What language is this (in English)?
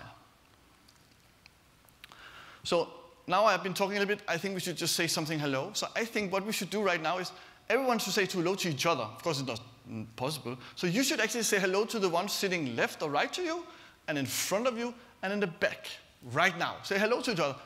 English